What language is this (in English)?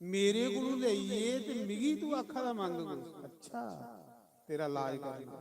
Dogri